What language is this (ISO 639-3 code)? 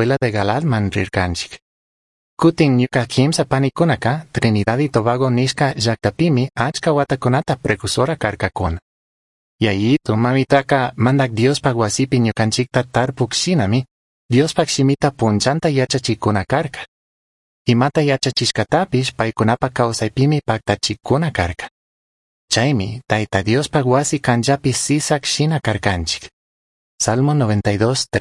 qug